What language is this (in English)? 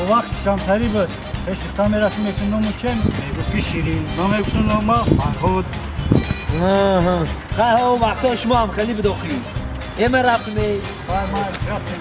Tajik